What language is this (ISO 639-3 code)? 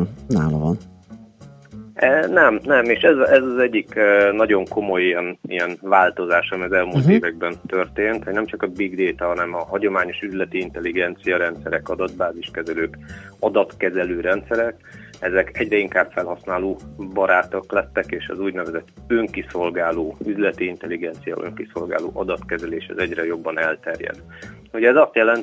hun